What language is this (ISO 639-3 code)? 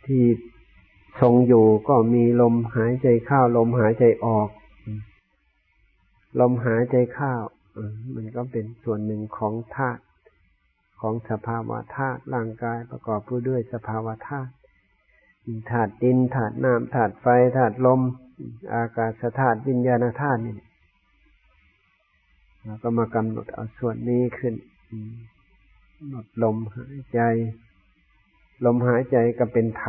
tha